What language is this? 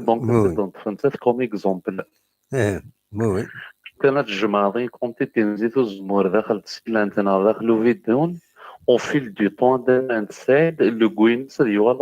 Kabyle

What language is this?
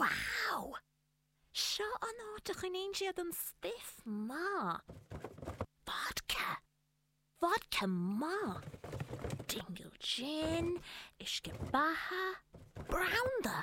Irish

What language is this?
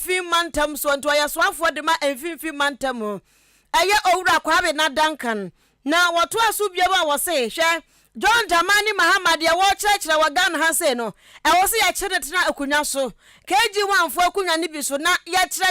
Akan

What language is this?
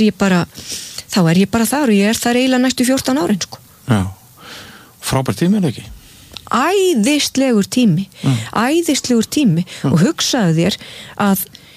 Icelandic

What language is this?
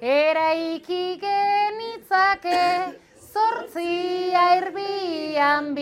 Basque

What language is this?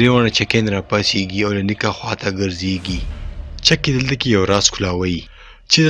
Pashto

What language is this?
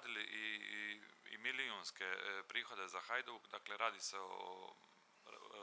Croatian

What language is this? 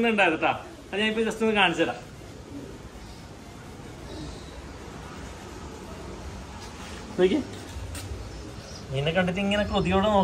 Malayalam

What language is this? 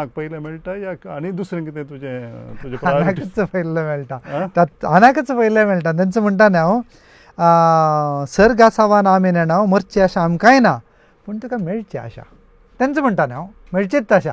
Konkani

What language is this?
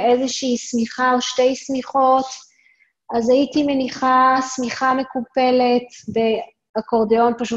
Hebrew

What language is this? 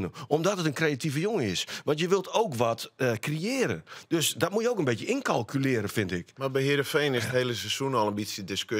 Western Frisian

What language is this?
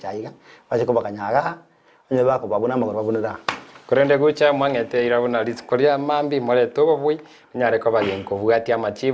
Gusii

